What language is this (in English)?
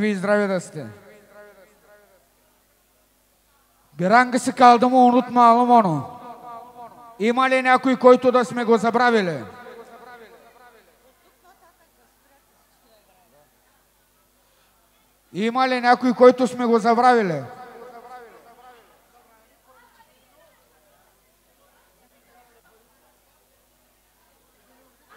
Bulgarian